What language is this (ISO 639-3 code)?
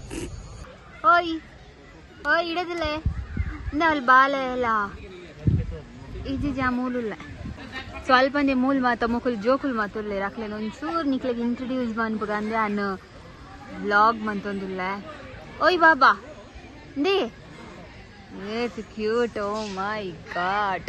tcy